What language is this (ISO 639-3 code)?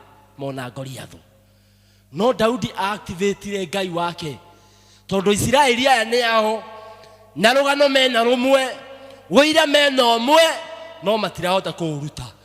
kik